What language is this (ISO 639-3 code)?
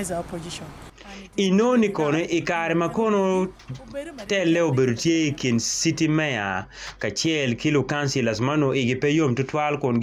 ach